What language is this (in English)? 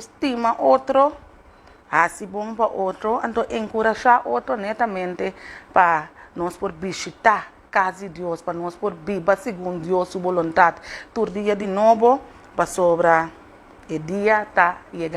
Papiamento